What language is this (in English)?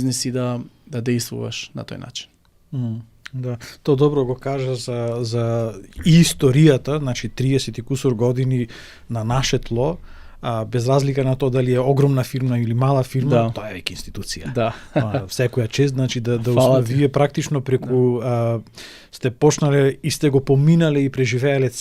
Macedonian